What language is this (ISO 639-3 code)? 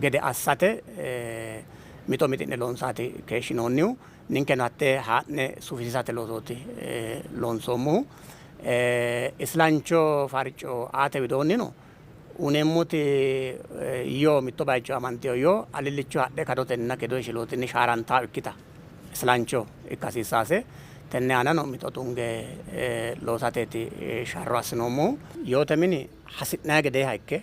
sid